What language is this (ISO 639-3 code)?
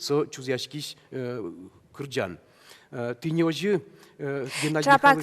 udm